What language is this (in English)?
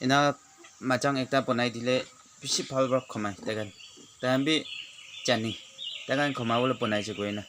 Naga Pidgin